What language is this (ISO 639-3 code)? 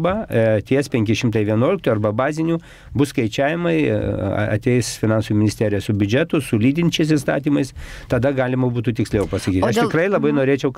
lit